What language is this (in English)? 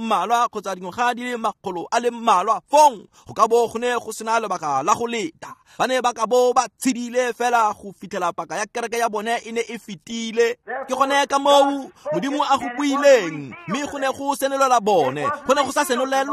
Tswana